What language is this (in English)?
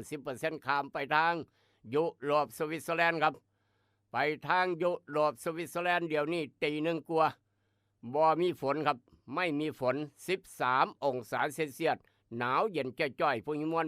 Northeastern Thai